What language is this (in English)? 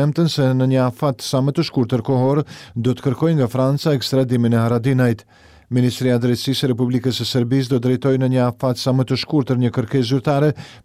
Albanian